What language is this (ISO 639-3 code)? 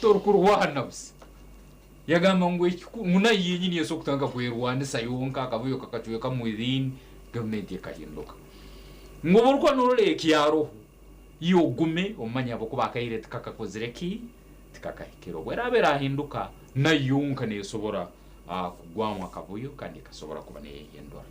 nyn